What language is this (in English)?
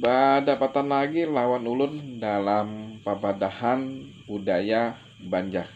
Banjar